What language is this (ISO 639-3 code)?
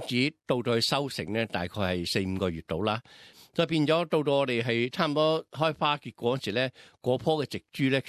yue